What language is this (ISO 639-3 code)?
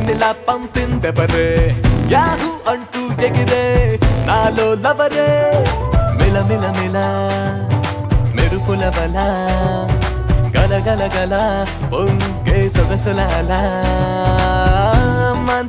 tel